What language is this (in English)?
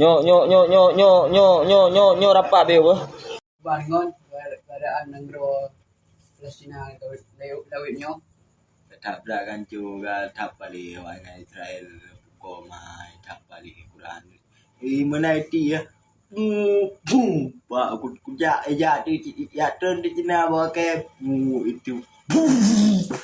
Achinese